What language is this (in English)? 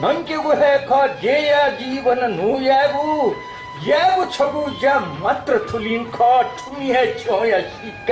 Newari